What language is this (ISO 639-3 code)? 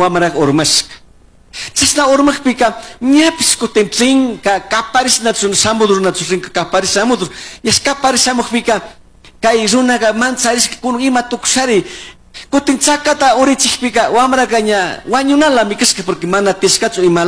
qug